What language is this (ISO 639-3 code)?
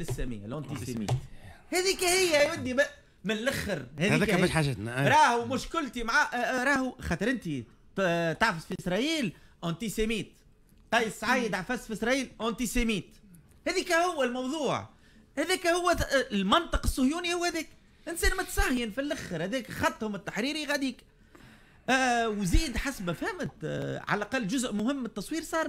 aeb